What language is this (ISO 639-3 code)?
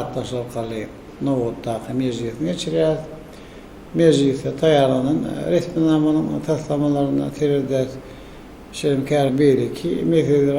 tuk